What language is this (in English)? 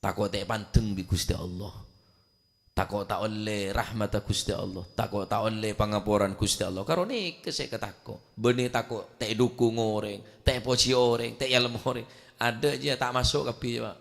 Madurese